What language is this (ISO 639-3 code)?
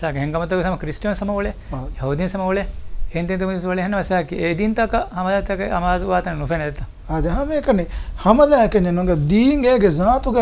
div